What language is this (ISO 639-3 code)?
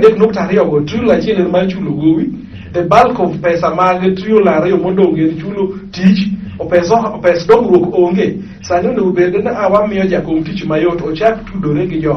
luo